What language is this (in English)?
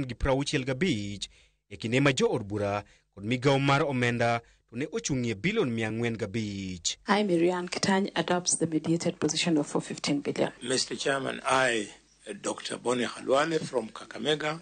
Luo (Kenya and Tanzania)